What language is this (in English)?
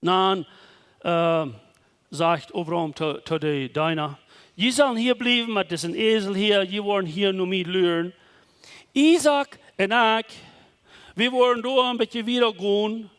Plautdietsch